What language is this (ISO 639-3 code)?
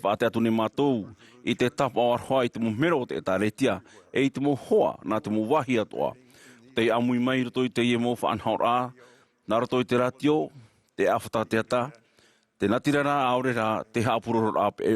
tah